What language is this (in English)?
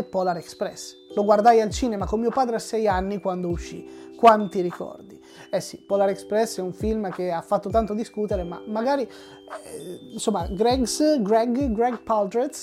Italian